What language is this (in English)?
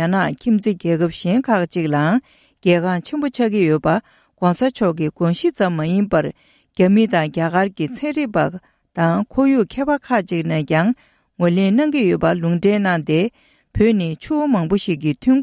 Tibetan